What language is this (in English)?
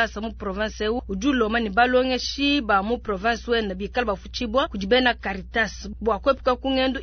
Luba-Lulua